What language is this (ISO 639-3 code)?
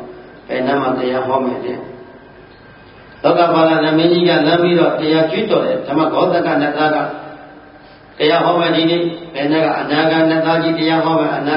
mya